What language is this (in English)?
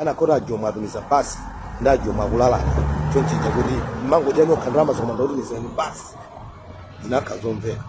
Nyanja